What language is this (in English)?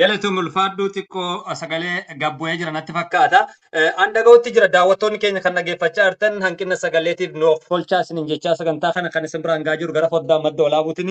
Oromo